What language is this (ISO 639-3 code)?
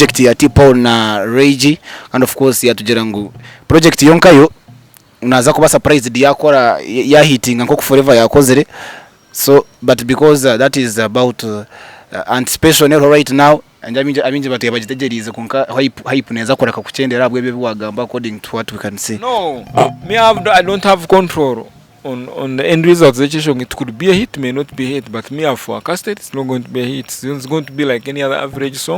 nyn